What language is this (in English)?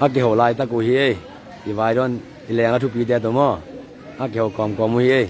Tedim Chin